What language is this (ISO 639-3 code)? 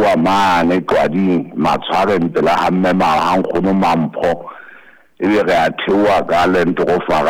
sot